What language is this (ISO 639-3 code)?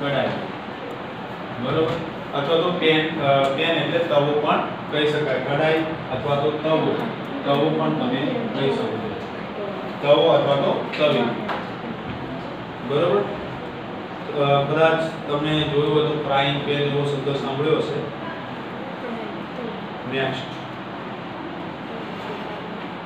guj